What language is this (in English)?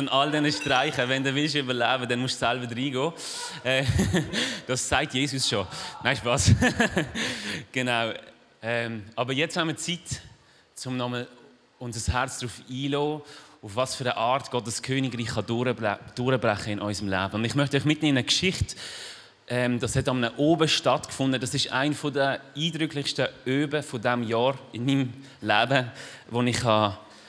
Swiss German